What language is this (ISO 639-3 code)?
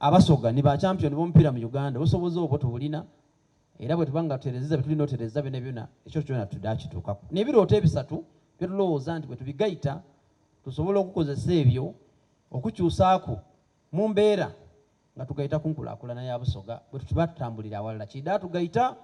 xog